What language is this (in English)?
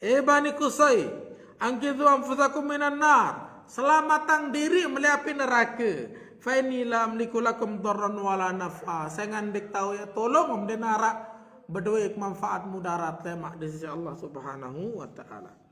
Sasak